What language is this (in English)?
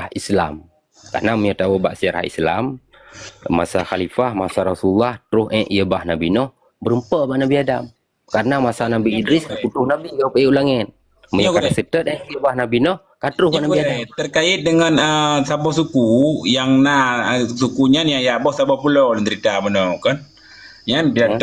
Achinese